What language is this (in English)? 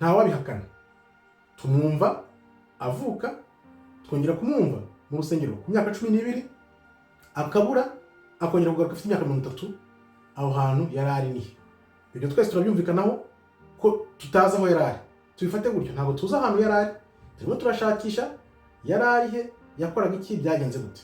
Kinyarwanda